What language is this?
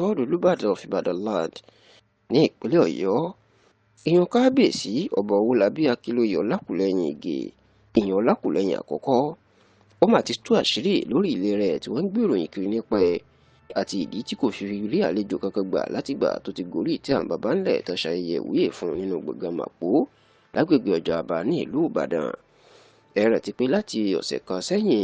Yoruba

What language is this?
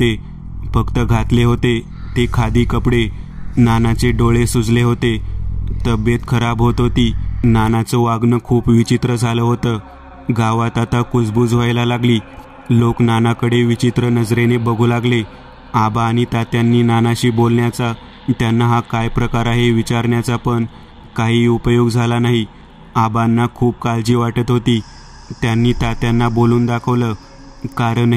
Marathi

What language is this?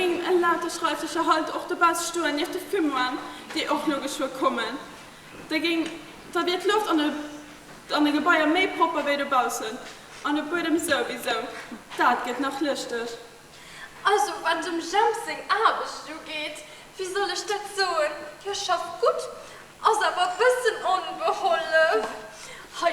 Luxembourgish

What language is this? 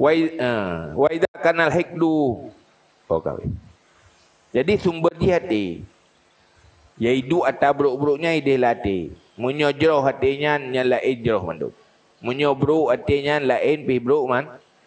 Achinese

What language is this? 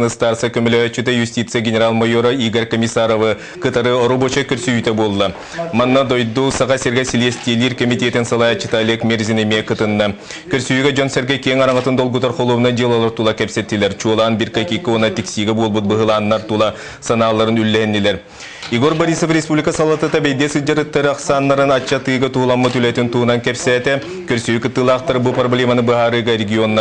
Yakut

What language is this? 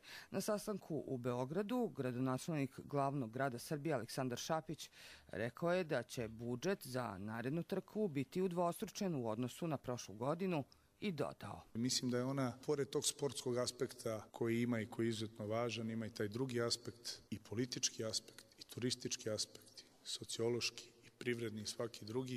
Croatian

